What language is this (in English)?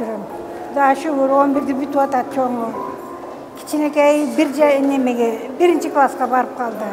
Kyrgyz